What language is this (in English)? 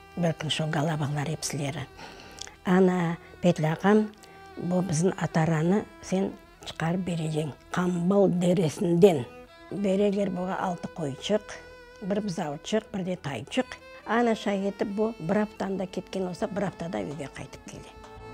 Crimean Tatar